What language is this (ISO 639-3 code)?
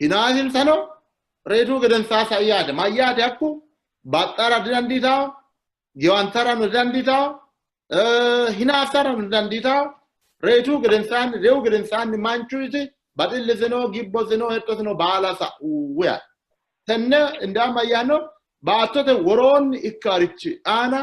sid